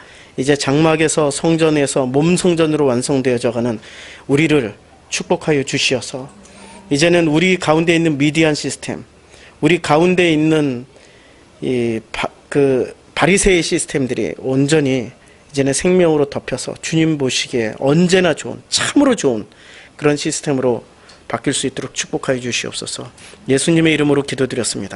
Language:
Korean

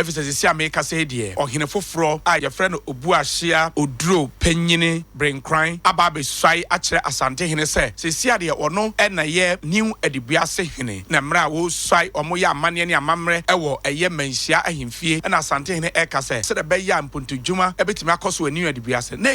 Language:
Akan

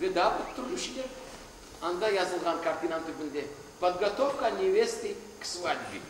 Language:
Crimean Tatar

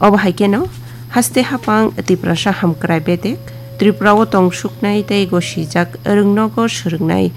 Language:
Kok Borok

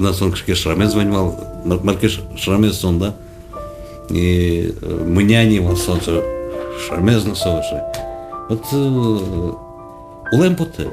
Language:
Udmurt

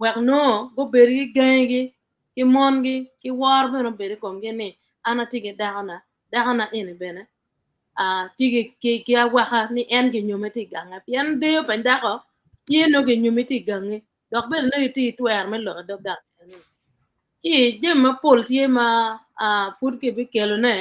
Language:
Acoli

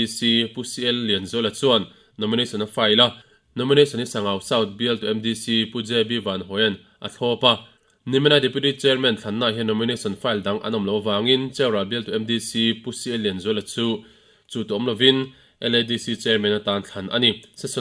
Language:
Mizo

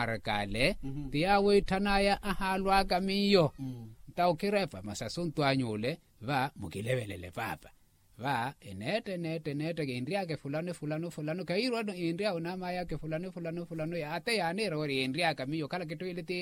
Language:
Makhuwa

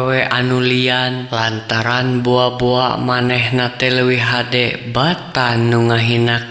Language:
Sundanese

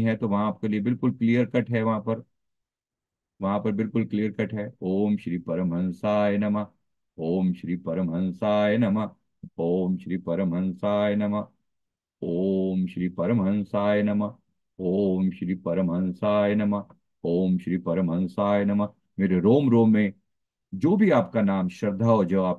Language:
Hindi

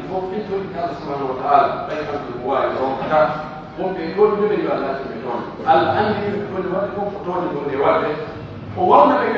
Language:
Pular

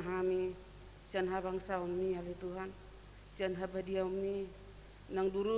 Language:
Batak Toba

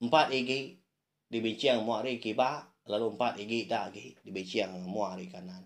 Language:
Iban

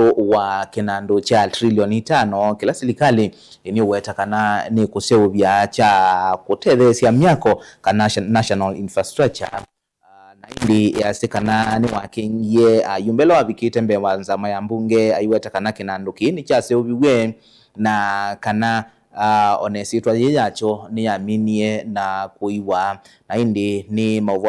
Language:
Kamba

